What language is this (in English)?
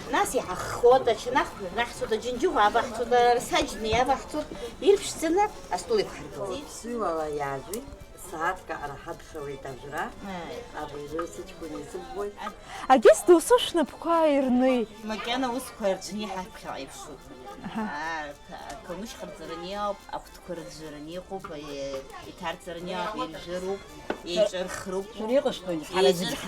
Abkhazian